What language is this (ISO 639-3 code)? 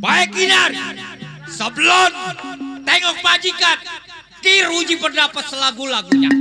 bew